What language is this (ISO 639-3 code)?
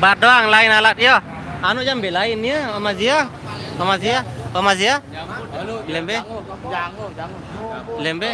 sas